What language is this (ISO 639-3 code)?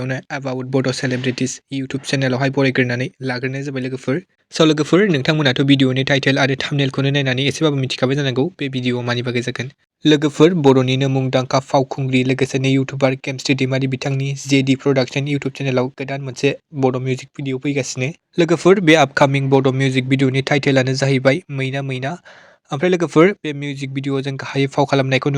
brx